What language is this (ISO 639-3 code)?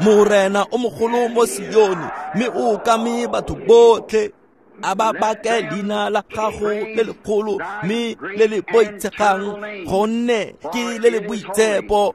tsn